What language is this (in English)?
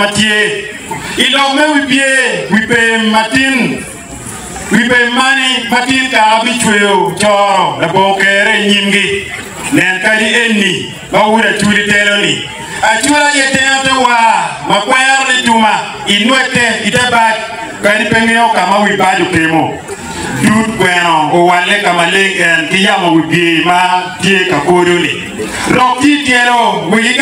Acoli